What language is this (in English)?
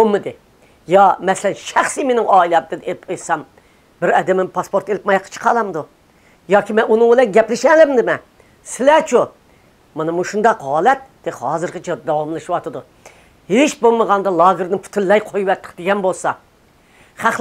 Uyghur